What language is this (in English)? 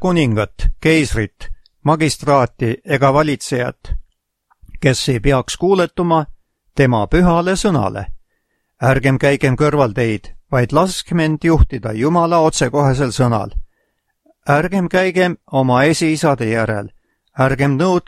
Estonian